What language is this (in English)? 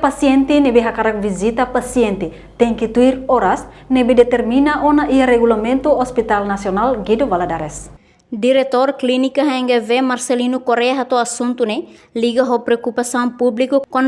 Tetum